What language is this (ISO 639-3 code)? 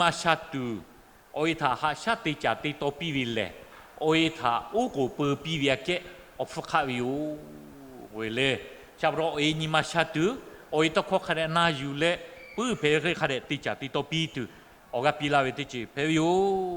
lhu